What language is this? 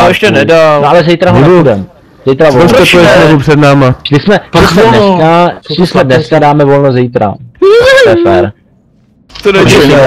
Czech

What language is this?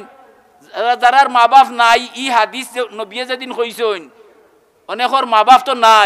Sylheti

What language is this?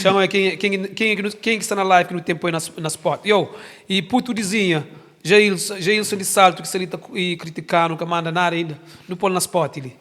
Kabuverdianu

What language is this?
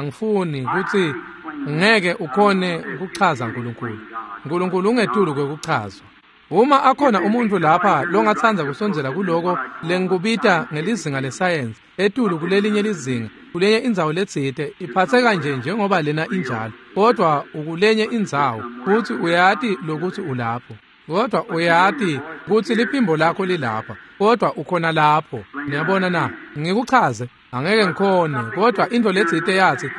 Swati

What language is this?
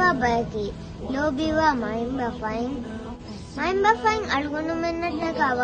Divehi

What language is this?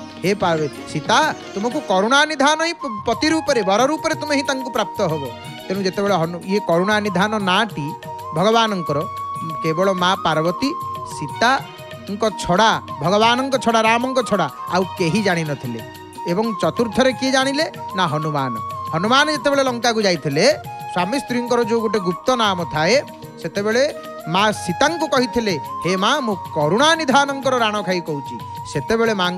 Odia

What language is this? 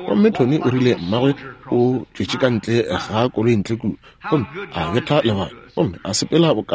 Northern Sotho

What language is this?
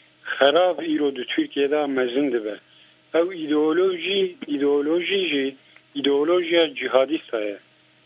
Kurdish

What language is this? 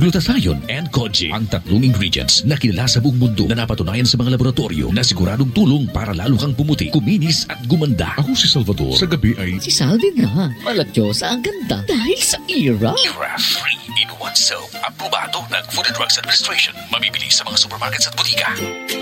Filipino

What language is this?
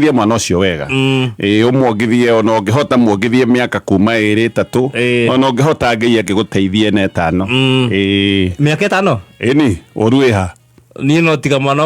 Kikuyu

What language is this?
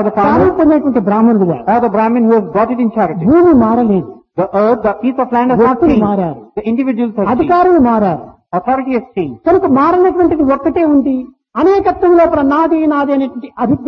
Telugu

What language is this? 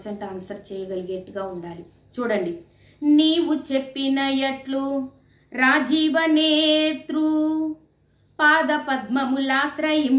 Telugu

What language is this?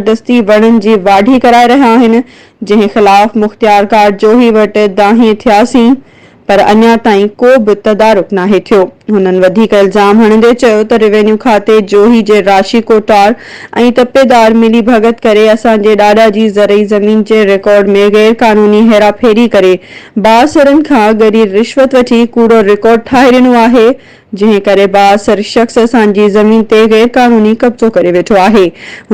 Sindhi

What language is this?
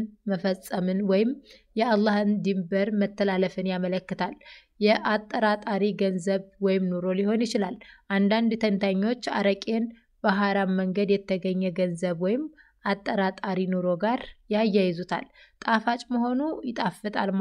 Amharic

